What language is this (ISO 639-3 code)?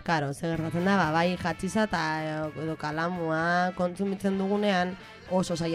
eus